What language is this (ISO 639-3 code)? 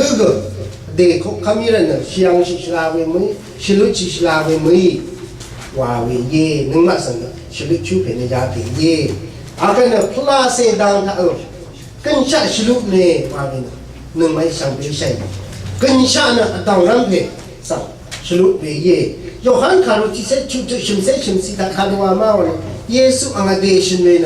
raw